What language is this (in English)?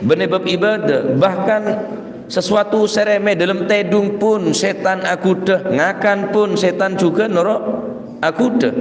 Madurese